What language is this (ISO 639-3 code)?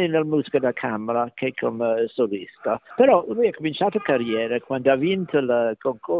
ita